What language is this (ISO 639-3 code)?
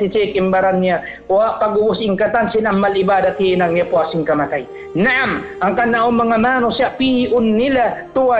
tsg